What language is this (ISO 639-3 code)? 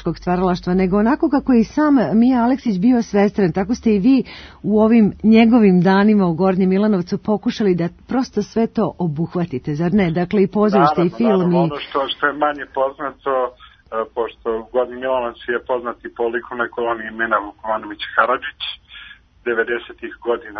srp